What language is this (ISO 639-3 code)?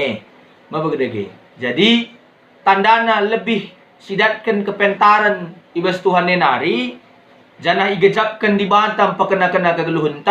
btx